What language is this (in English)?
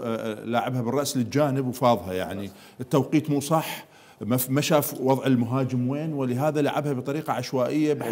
Mesopotamian Arabic